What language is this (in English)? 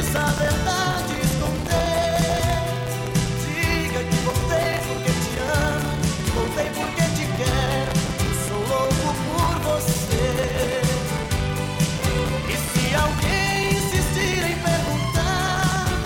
Portuguese